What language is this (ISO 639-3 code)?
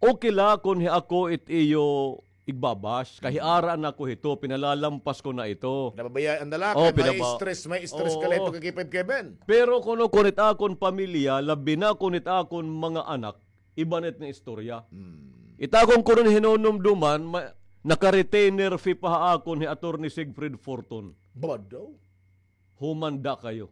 war